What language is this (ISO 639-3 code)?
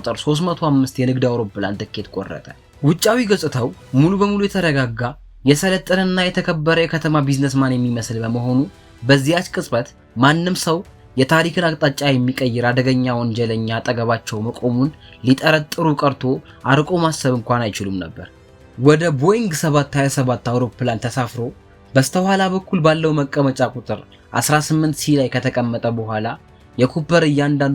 amh